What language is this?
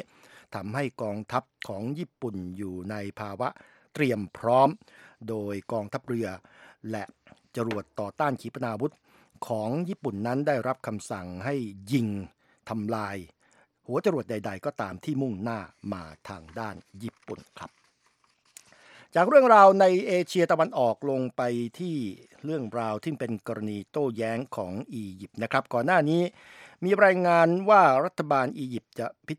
Thai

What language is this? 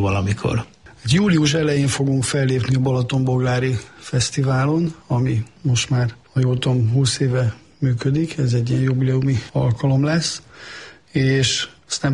Hungarian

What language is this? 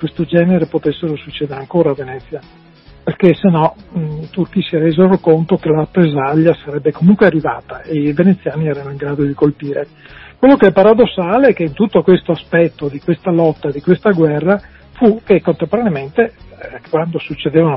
Italian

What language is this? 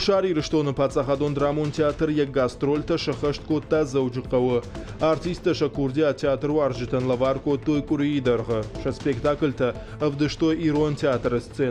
Ossetic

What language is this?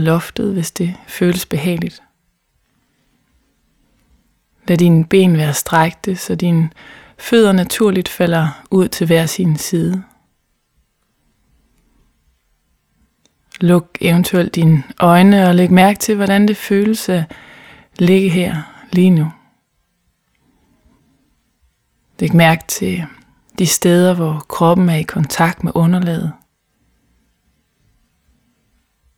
Danish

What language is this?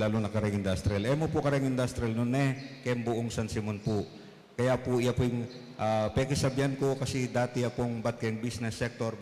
Pampanga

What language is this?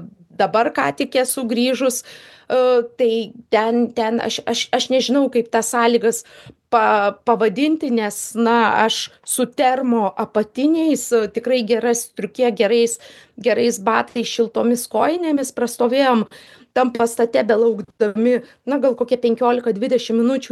Lithuanian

